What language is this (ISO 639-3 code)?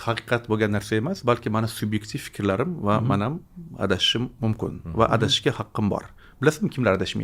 uzb